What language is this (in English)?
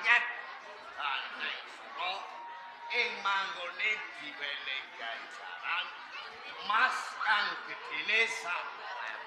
Javanese